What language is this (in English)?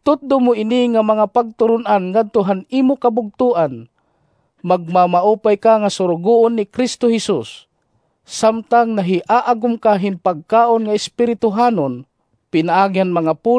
Waray